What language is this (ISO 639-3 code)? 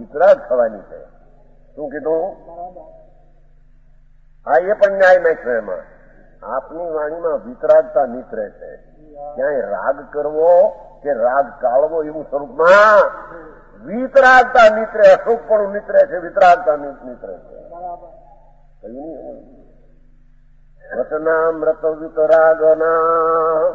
guj